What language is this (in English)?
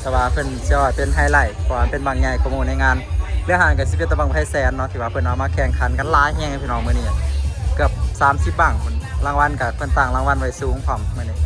Lao